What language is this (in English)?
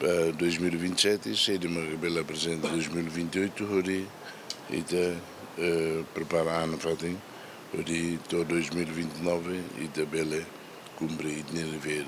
Tetum